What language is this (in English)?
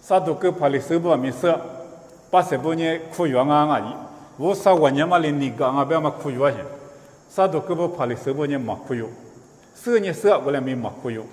Lisu